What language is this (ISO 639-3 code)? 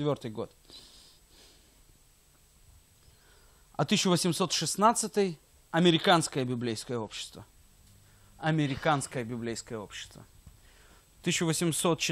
rus